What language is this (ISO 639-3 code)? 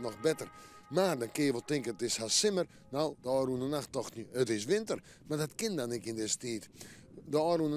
fry